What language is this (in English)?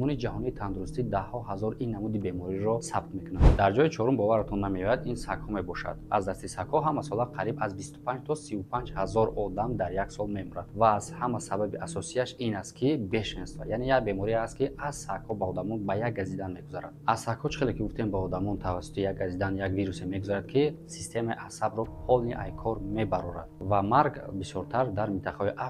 Tajik